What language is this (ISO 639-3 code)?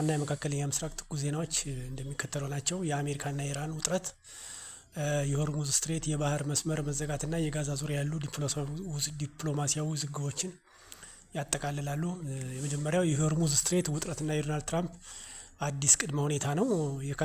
amh